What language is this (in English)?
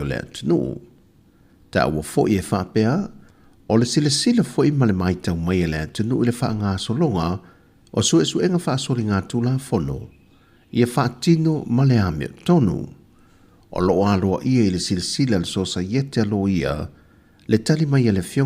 Samoan